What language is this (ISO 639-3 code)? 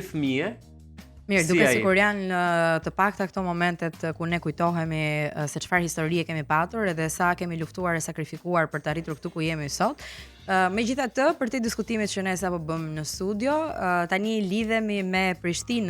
sqi